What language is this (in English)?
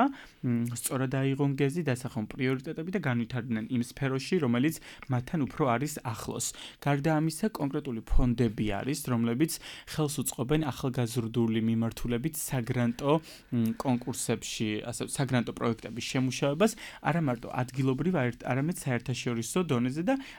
Georgian